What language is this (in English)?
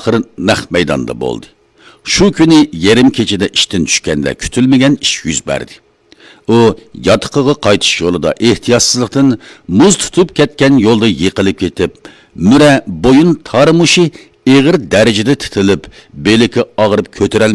Uyghur